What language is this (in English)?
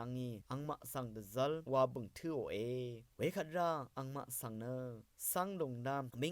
Rawang